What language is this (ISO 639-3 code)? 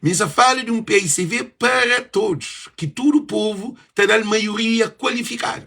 kea